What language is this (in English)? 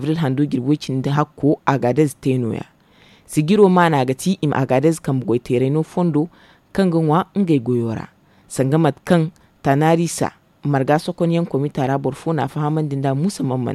Zarma